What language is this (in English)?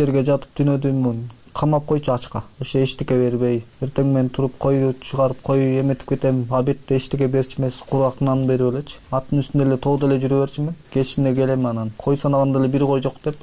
Kyrgyz